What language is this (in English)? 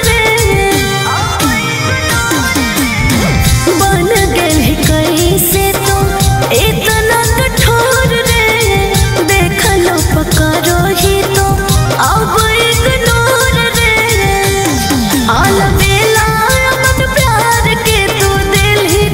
Bhojpuri